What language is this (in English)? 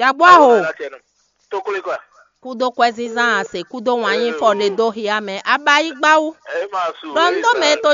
Fon